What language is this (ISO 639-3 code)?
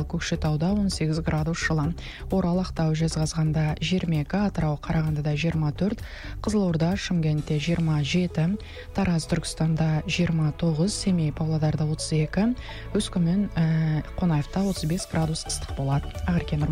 kaz